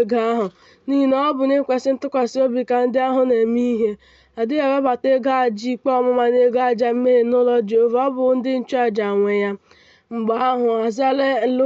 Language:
Igbo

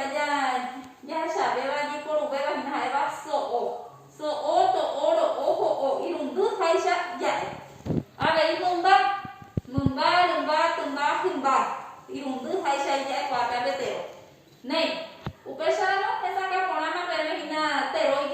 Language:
Guarani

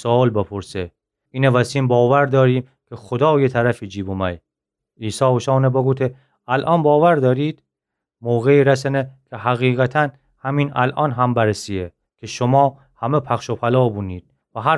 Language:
Gilaki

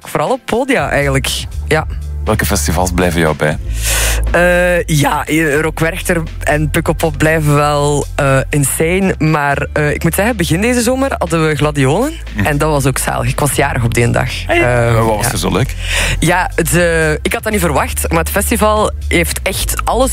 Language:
Dutch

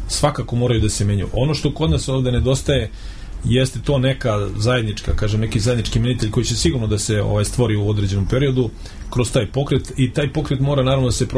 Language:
Serbian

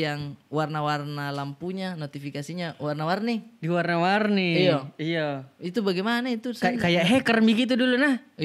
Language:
Makassar Malay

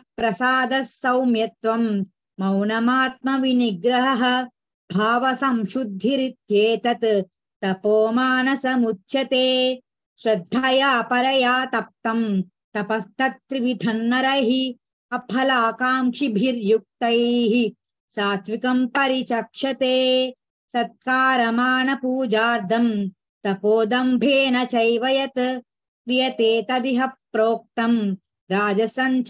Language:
Sanskrit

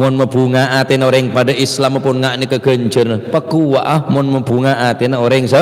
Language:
Madurese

